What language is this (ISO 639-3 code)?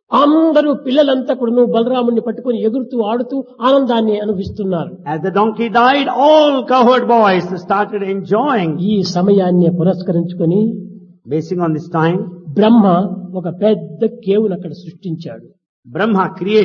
tel